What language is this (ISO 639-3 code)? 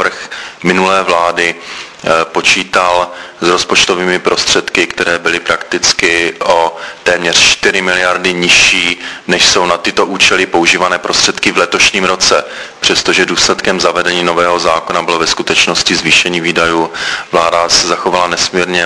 ces